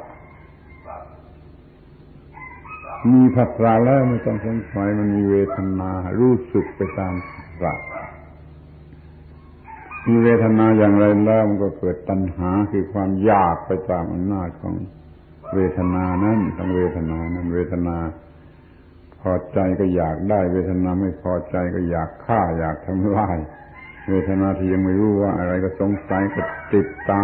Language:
Thai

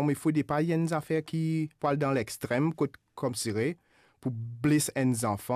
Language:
Morisyen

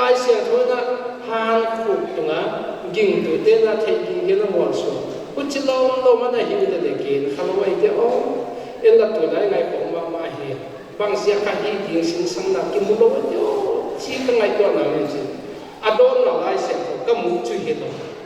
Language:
Paite Chin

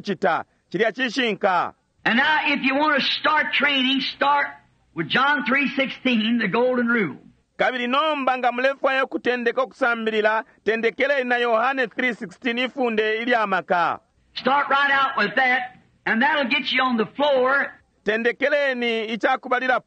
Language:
Bemba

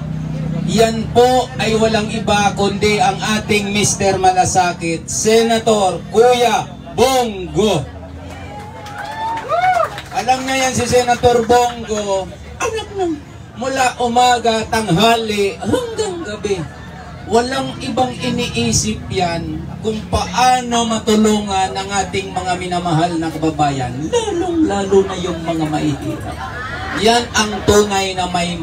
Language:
Filipino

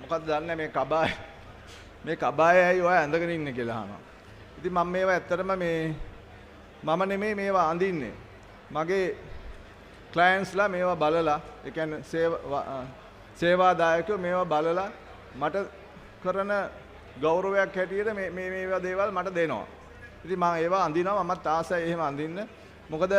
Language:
Sinhala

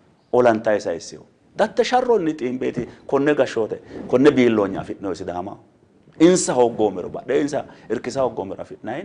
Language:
Sidamo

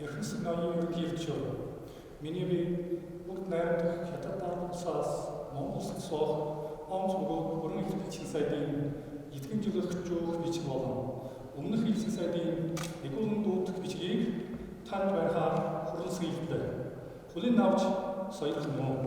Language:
Mongolian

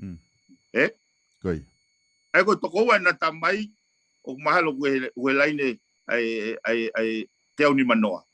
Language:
Tongan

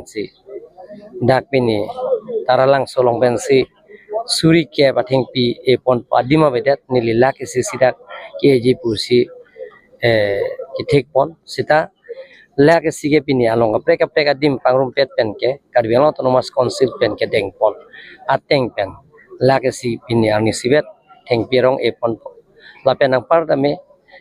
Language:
Karbi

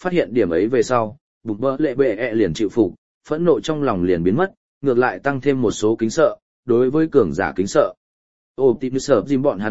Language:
Vietnamese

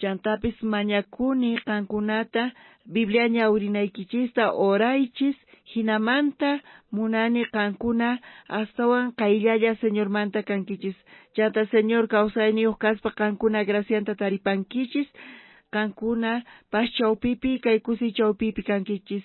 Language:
South Bolivian Quechua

